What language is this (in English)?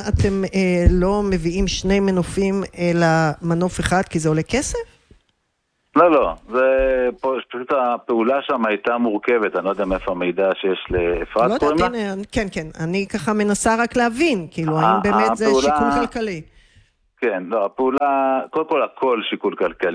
Hebrew